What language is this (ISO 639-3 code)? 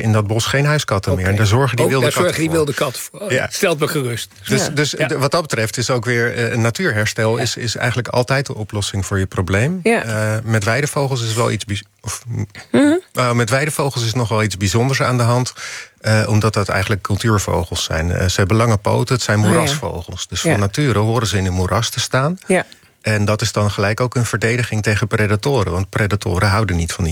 nld